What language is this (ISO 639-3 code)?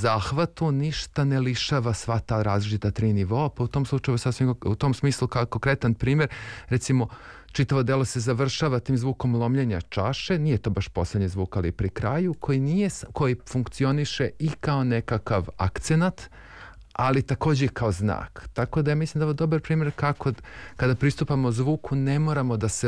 srp